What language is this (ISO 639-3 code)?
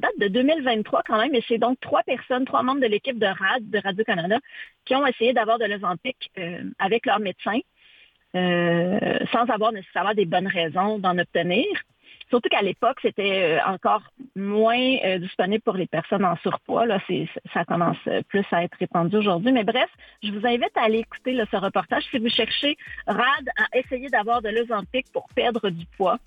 fra